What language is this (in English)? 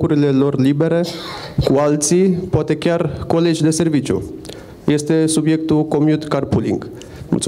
Romanian